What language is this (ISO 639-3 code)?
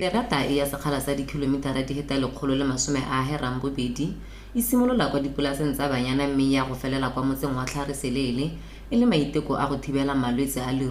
tsn